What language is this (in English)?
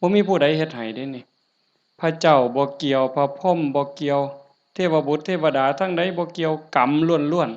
Northeastern Thai